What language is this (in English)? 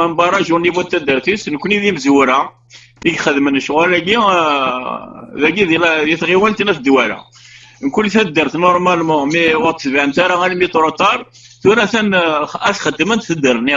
Kabyle